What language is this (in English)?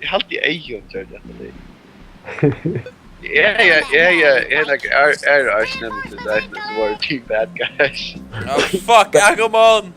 Faroese